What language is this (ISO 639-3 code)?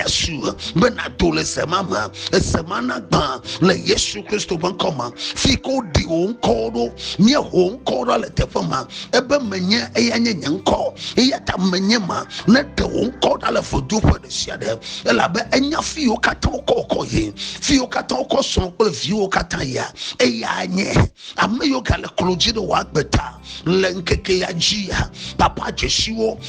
ewe